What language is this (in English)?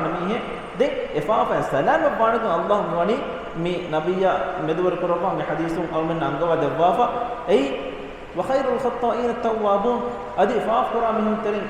Divehi